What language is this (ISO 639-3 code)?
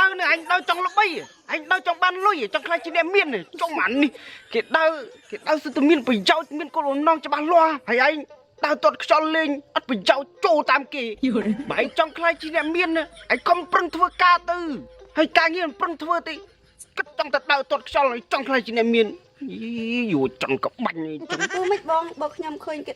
khm